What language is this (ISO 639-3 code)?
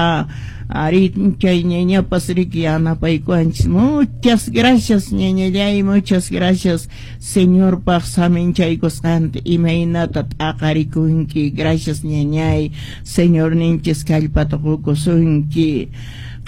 que